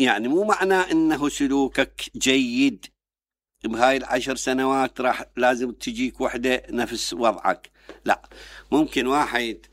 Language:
Mesopotamian Arabic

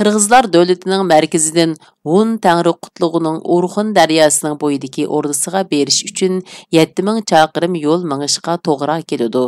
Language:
Uyghur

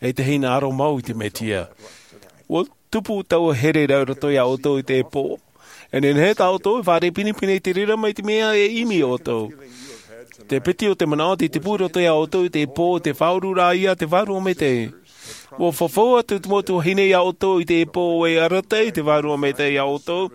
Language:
Tahitian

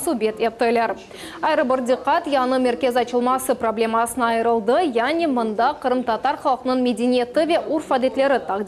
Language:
Crimean Tatar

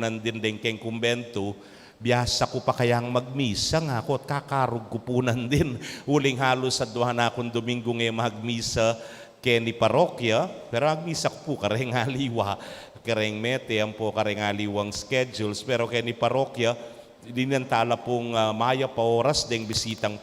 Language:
Pampanga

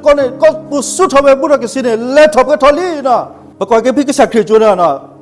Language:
S'gaw Karen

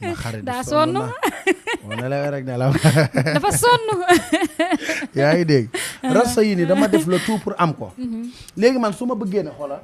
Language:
Wolof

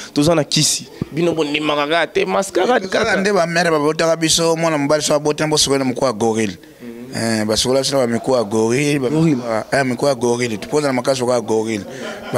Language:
Lingala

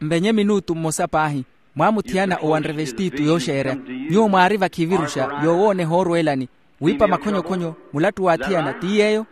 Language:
Makhuwa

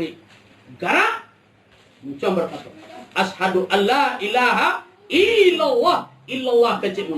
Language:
Minangkabau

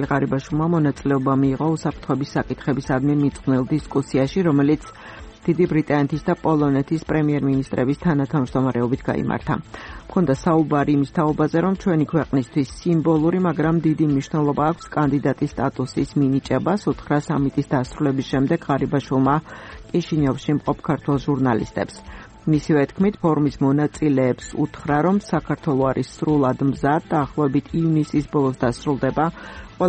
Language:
Georgian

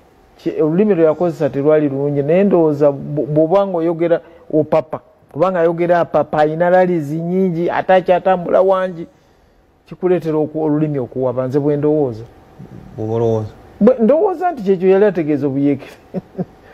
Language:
Ganda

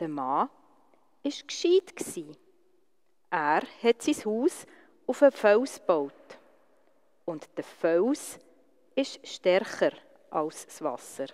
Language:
Swiss German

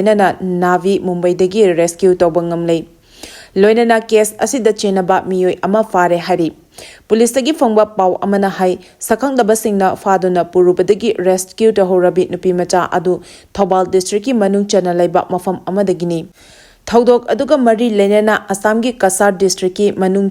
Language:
Manipuri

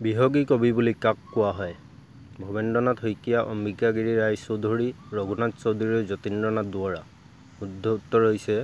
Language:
Assamese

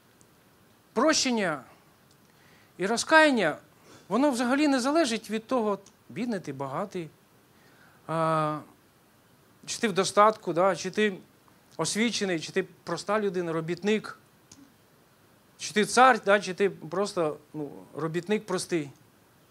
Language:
Ukrainian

